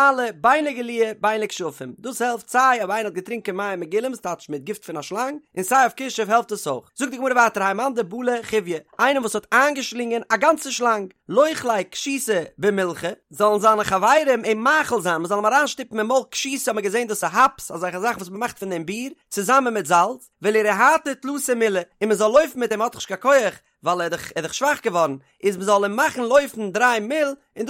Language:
Yiddish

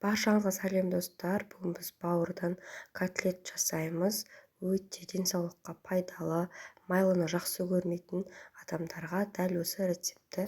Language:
Kazakh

